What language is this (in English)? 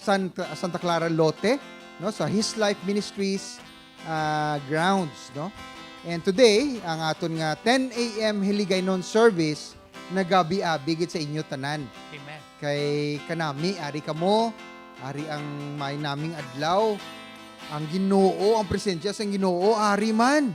Hiligaynon